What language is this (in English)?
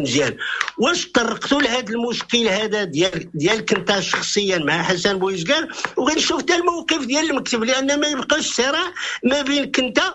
Moroccan Arabic